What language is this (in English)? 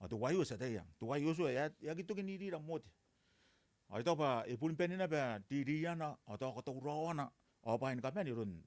Gilbertese